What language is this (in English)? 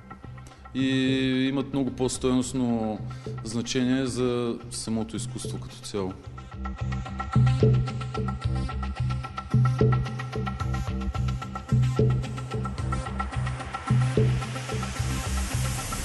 Bulgarian